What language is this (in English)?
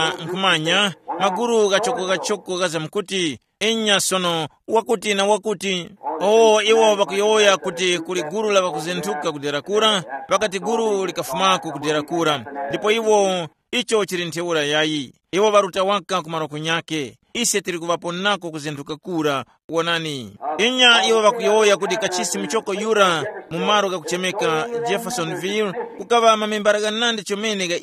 Tumbuka